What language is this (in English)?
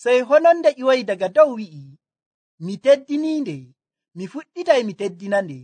Nigerian Fulfulde